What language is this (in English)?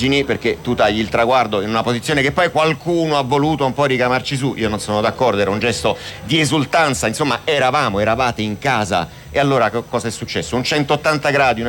Italian